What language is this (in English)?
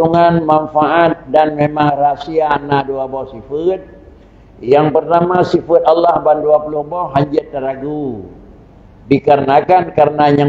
Achinese